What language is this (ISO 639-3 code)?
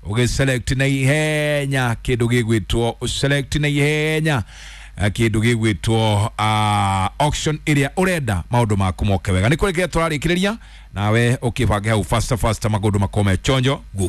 kik